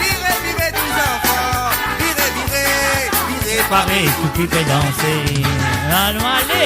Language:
Morisyen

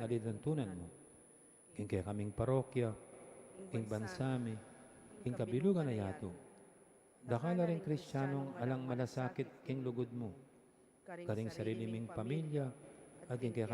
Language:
Pampanga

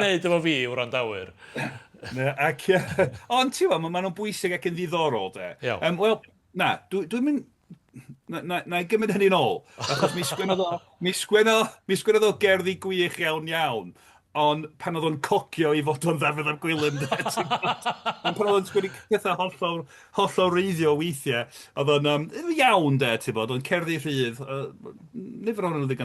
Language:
Welsh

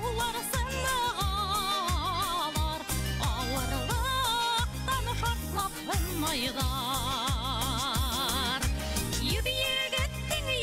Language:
Bashkir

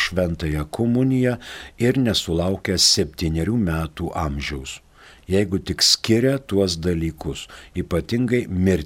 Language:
Lithuanian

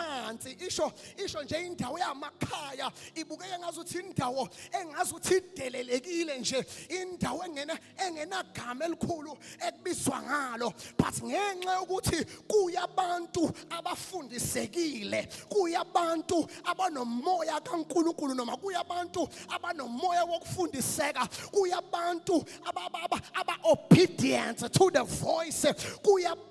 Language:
Zulu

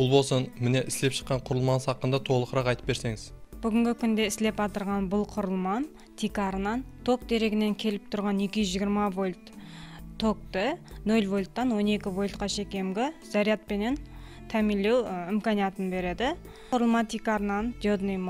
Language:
Kara-Kalpak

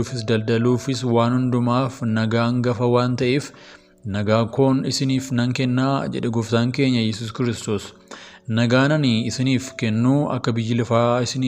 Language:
Oromo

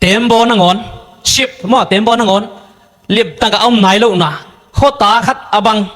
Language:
Tedim Chin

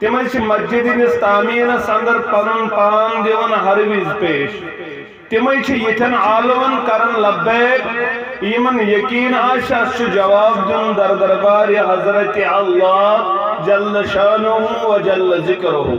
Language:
Kashmiri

